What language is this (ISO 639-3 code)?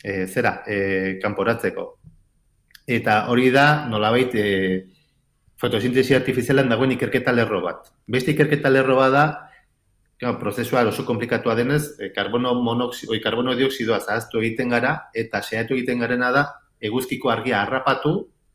eus